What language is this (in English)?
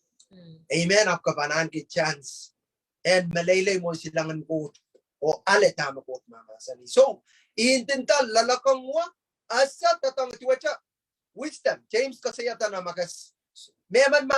Pohnpeian